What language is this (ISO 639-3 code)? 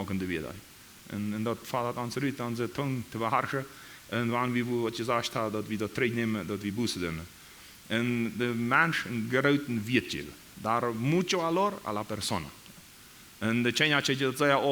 pdt